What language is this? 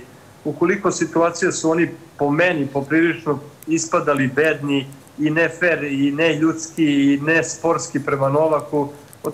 Serbian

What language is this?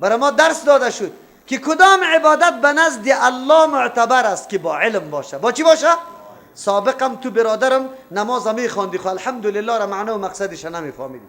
Persian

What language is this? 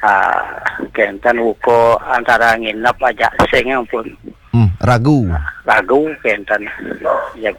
Balinese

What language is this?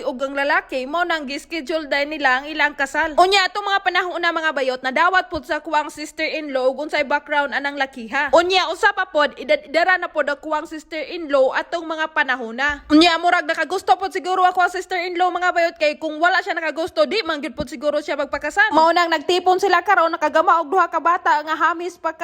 Cebuano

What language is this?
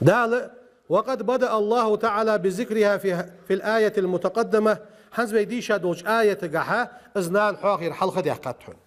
Ingush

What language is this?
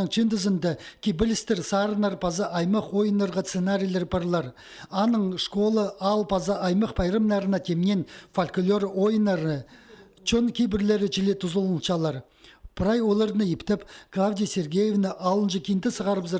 Khakas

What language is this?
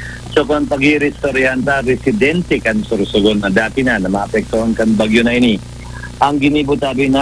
Bikol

